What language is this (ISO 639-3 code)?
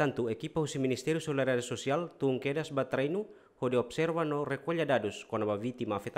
tet